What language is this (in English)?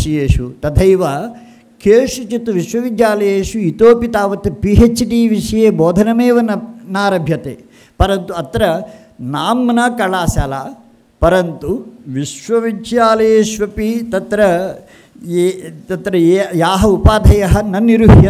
Sanskrit